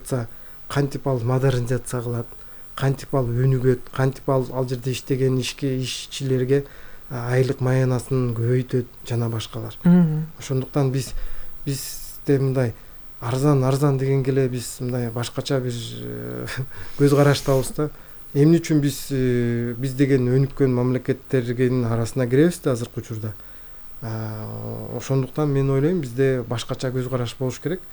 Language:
Kyrgyz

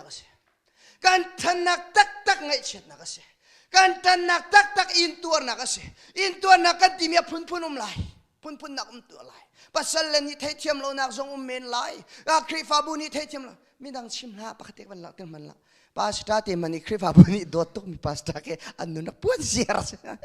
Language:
Hakha Chin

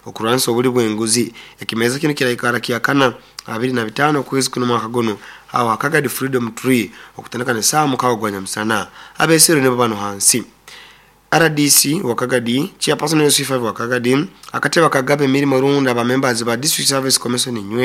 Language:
Nyoro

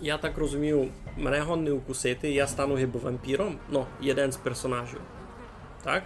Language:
Rusyn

